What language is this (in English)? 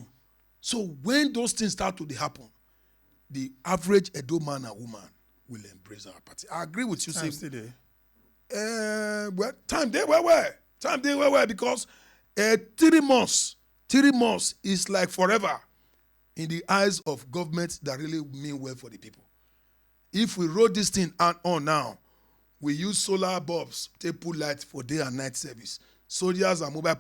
Nigerian Pidgin